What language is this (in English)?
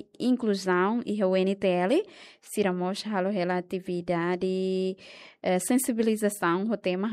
Tetum